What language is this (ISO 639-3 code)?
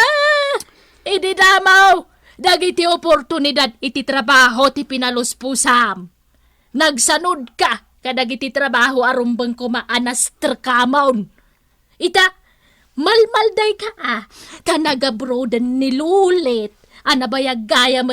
ilo